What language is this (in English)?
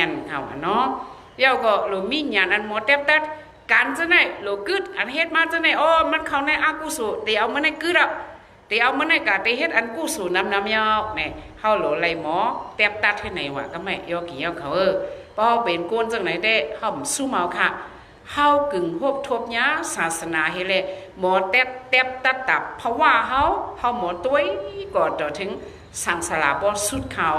Shan